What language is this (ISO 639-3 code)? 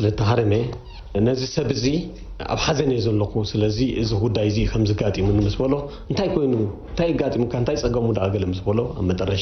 tir